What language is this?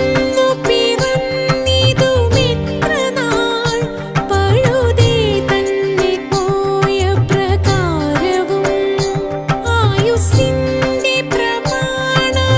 Malayalam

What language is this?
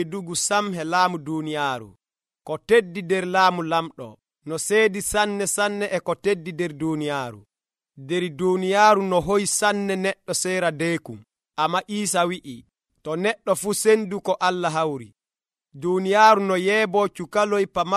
Nigerian Fulfulde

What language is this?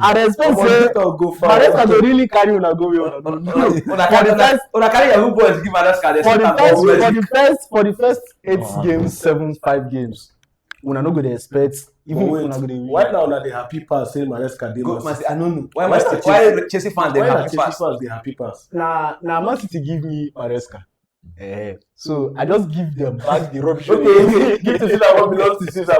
Nigerian Pidgin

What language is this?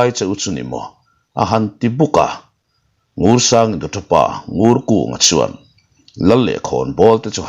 Mizo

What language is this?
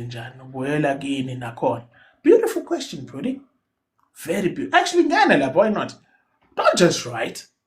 Zulu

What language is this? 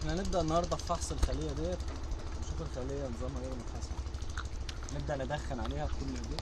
Egyptian Arabic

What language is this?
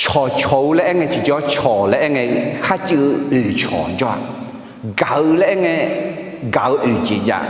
Akha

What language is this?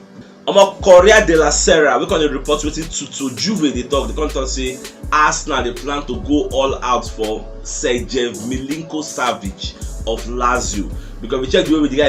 Nigerian Pidgin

